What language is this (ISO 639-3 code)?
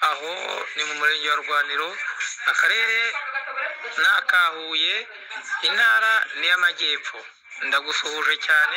kin